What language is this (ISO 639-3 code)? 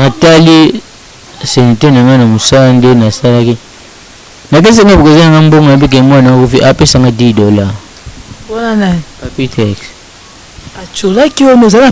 lin